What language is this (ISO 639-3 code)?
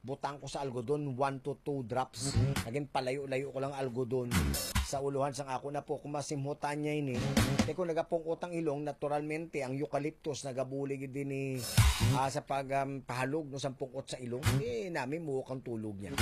hil